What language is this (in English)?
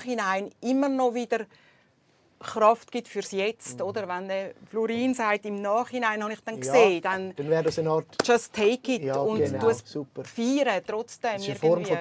Swiss German